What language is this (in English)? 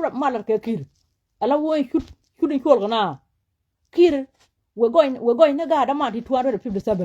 Nuer